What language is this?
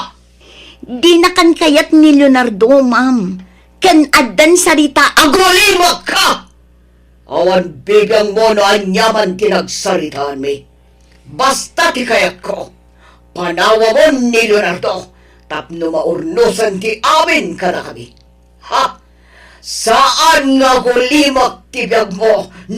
Iloko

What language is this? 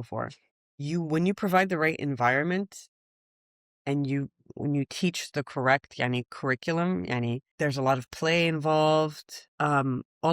Mesopotamian Arabic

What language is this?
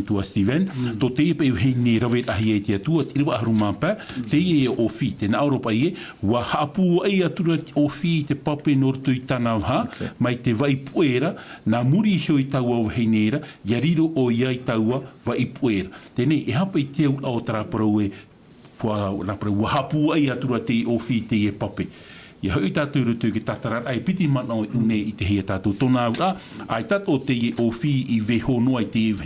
Tahitian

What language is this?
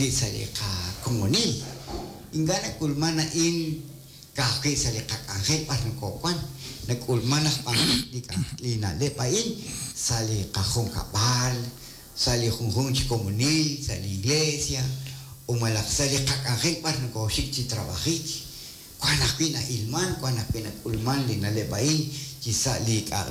Kekchí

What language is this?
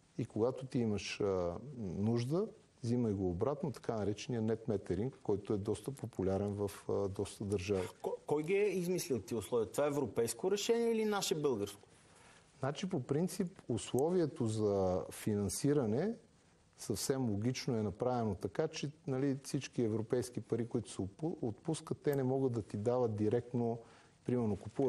Bulgarian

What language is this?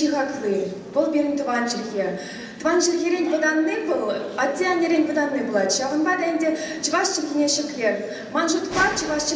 Chuvash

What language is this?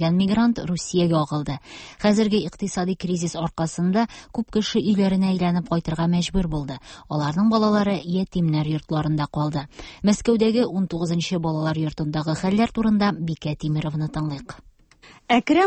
Tatar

